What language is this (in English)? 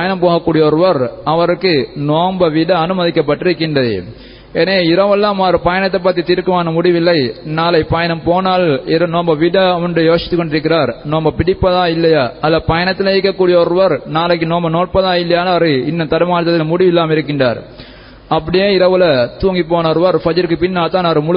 Tamil